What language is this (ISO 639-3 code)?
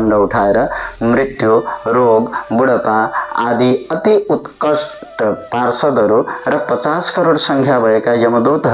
nep